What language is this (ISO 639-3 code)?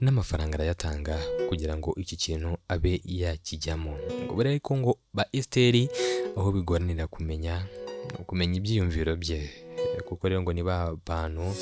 kin